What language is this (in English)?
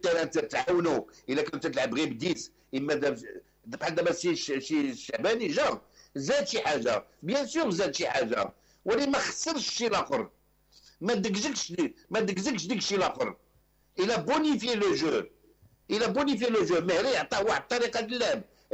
Moroccan Arabic